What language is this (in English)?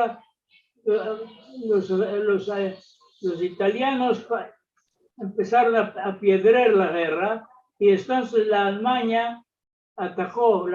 Ladino